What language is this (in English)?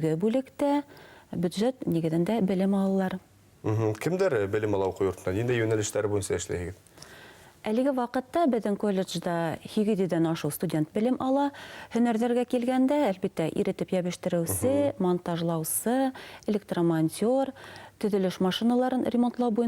Bashkir